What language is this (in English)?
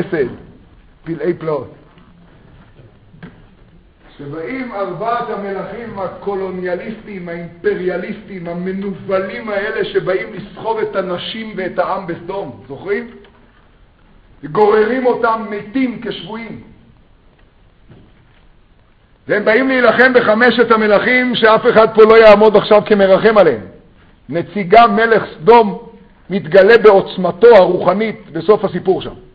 Hebrew